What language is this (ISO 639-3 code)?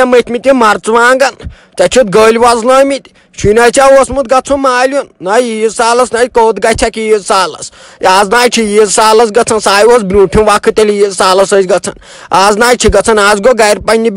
kas